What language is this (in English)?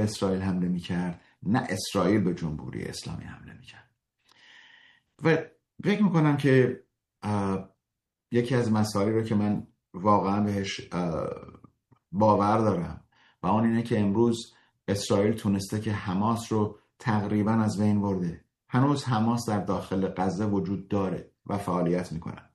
Persian